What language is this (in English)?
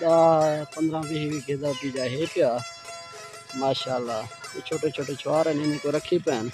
Saraiki